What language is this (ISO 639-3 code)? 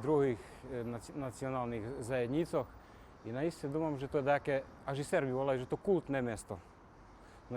rue